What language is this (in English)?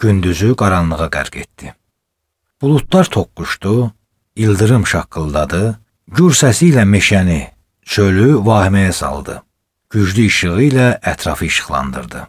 Azerbaijani